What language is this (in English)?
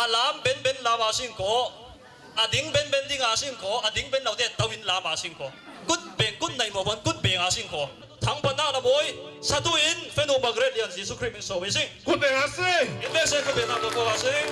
Falam Chin